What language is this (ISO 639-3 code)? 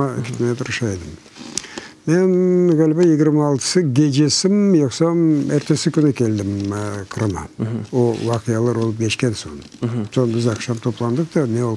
crh